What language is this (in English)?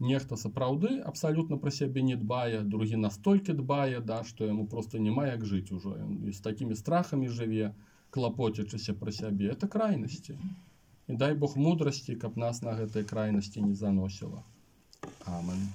Belarusian